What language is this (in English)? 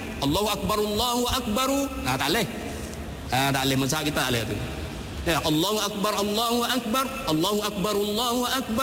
Malay